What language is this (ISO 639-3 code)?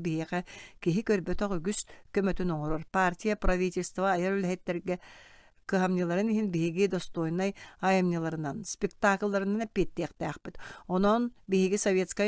sah